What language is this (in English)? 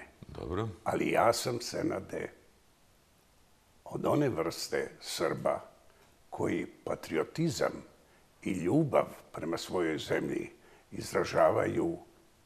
Bosnian